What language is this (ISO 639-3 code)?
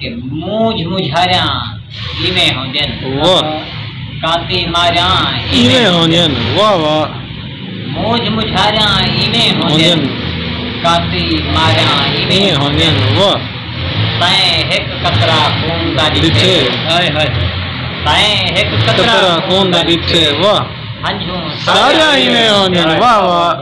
skr